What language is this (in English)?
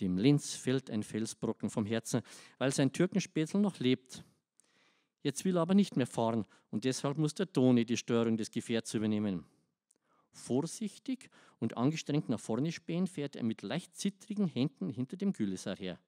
Bavarian